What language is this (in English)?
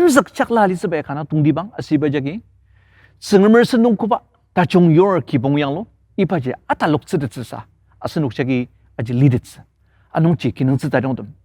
Ao Naga